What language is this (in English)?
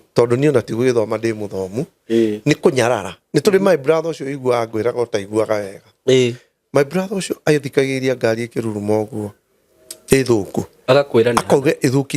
Kikuyu